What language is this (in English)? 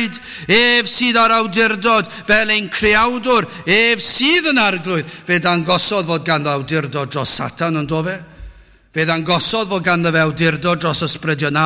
Welsh